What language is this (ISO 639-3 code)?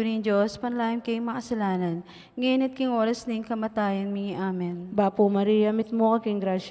pam